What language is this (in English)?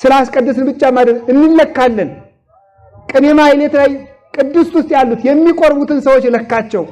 Amharic